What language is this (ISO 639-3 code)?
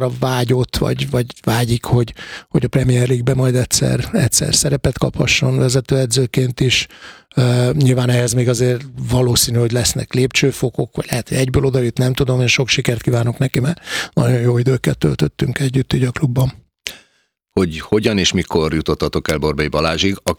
hun